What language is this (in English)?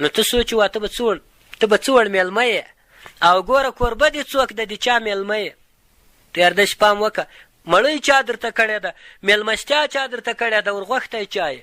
Pashto